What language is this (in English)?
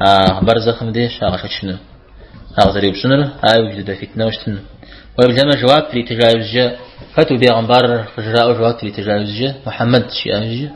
Kabardian